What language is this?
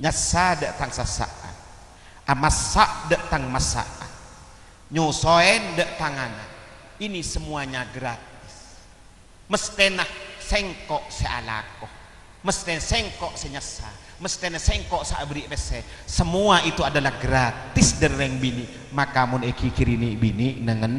Madurese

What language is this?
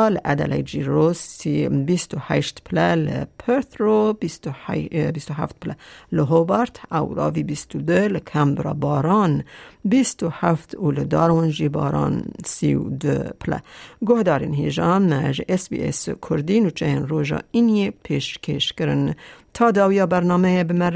Kurdish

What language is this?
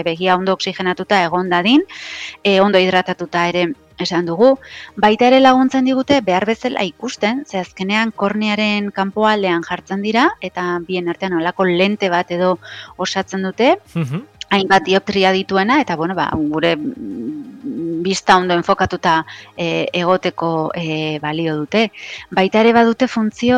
Basque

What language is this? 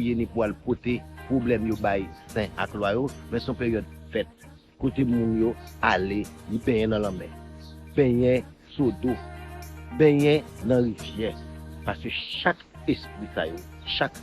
Haitian Creole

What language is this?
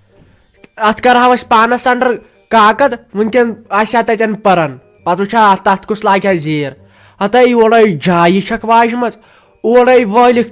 Kashmiri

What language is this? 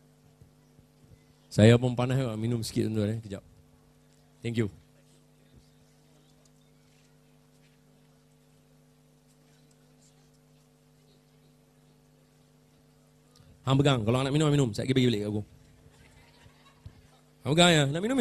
Malay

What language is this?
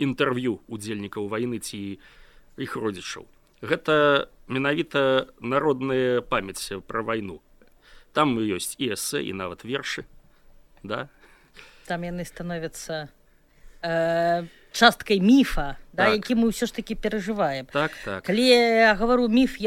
Belarusian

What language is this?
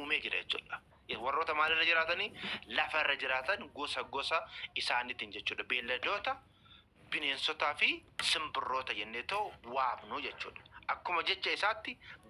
Oromo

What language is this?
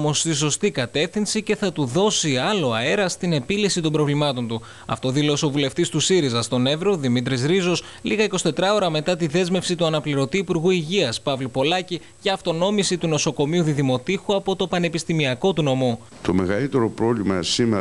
Greek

